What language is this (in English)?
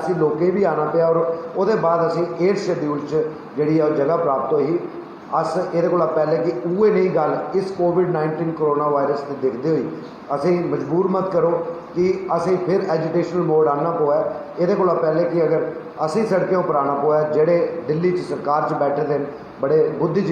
Dogri